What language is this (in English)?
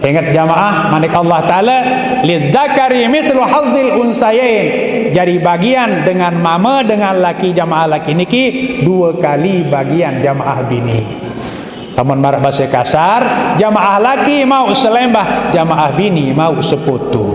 Sasak